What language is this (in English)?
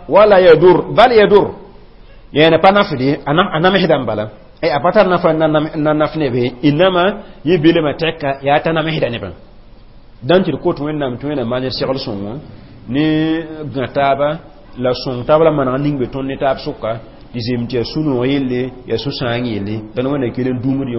Mossi